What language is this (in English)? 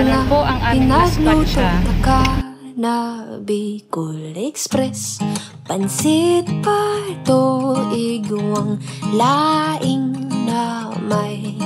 Bikol